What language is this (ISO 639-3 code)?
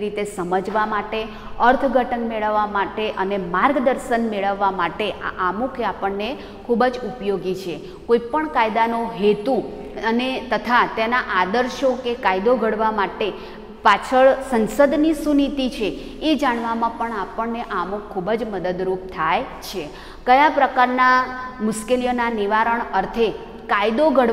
guj